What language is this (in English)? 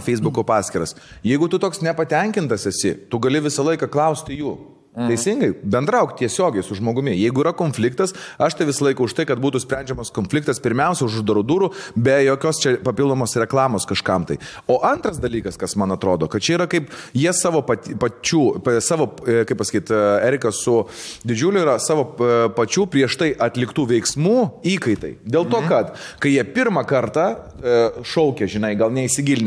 Lithuanian